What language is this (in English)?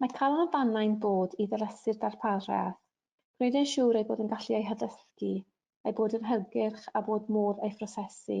Welsh